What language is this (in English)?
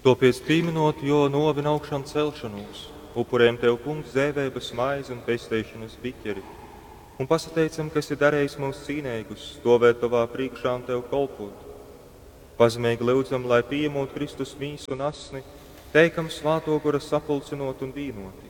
Latgalian